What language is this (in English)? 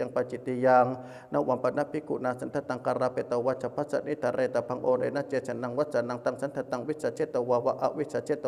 Pali